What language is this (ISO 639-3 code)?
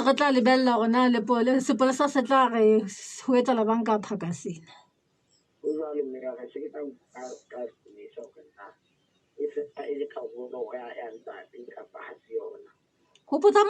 sot